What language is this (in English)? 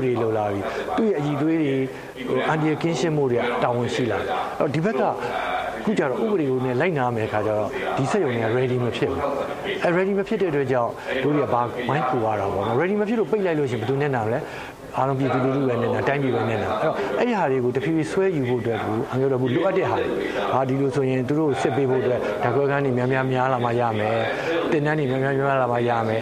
Burmese